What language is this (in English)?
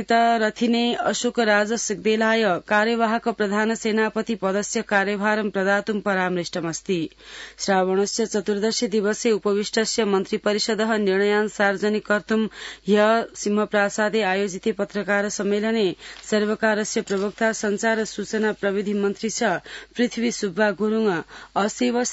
Sanskrit